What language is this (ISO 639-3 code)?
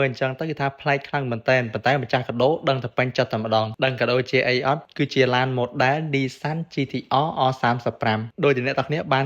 khm